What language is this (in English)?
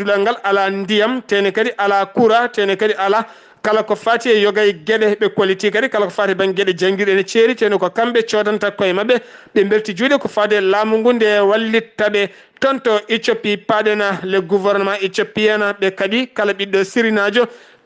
Fula